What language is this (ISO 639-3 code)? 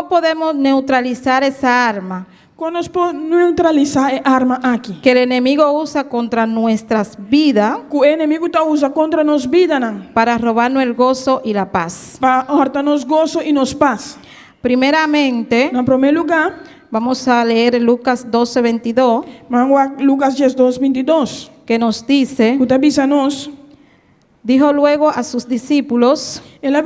pap